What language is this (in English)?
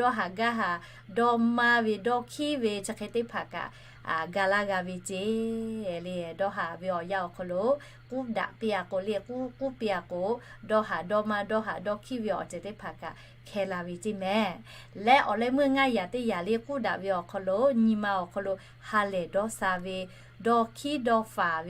Lahu